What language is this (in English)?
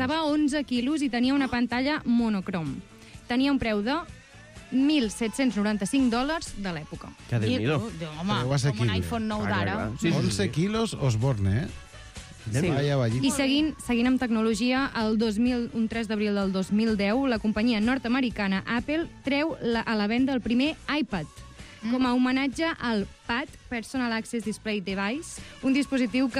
Catalan